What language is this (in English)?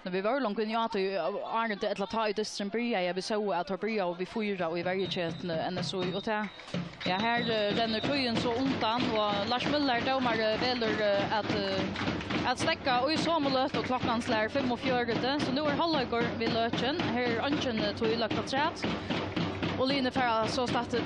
Faroese